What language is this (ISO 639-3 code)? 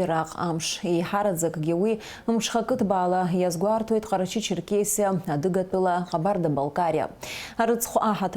abk